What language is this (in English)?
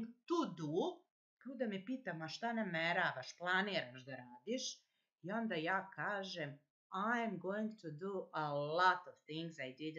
Serbian